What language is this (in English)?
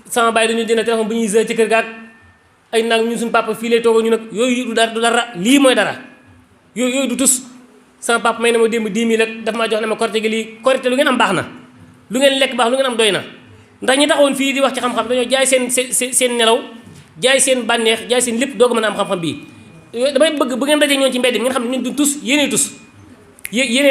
Wolof